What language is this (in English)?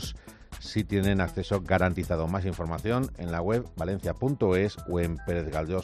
Spanish